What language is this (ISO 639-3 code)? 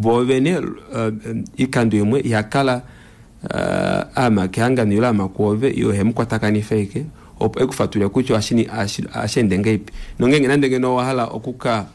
kua